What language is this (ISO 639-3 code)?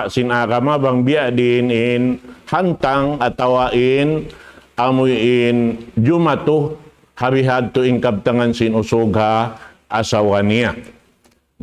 tsg